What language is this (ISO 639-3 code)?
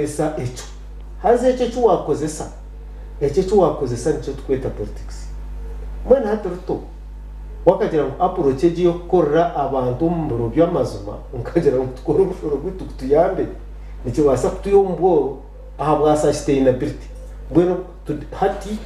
nyn